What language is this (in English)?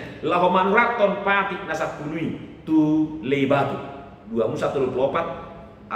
Batak Toba